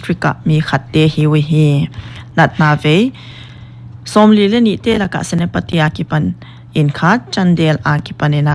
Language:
Paite Chin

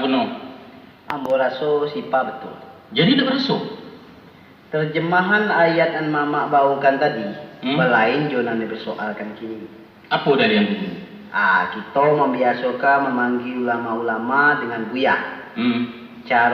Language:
Minangkabau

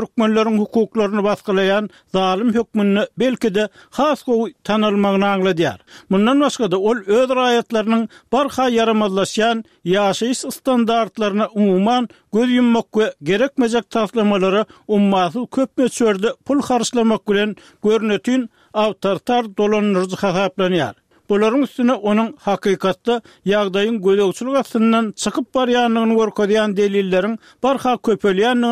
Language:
Turkmen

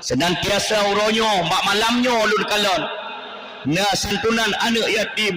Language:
Achinese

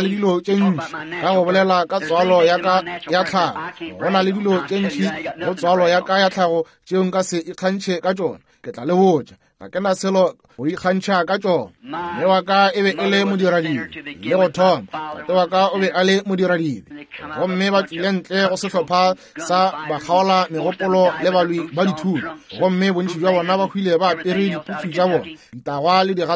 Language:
Northern Sotho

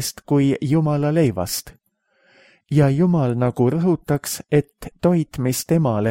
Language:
Estonian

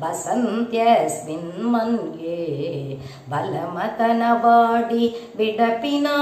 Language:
Tamil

